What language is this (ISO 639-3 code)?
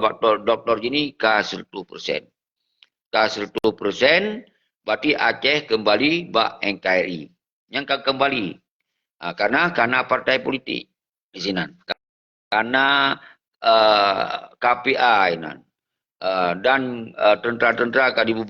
ace